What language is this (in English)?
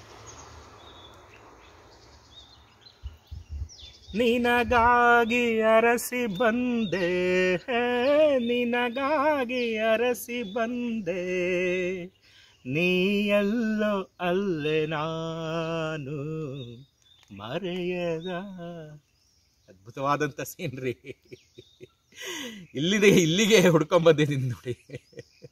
Kannada